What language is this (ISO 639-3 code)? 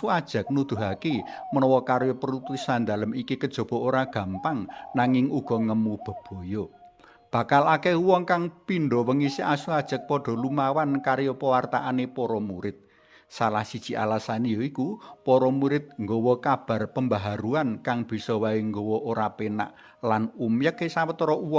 jav